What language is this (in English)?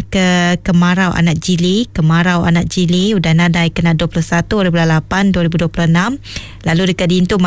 Iban